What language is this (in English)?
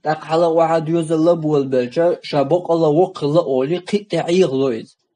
Chechen